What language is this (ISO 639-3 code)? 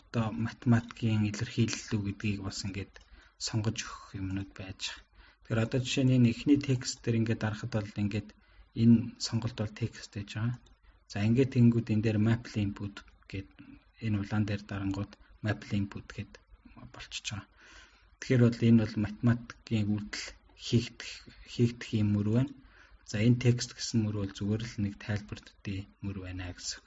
mon